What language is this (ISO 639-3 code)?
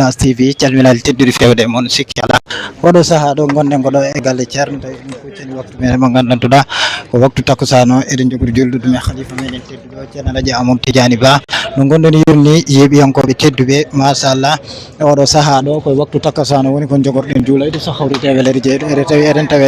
ful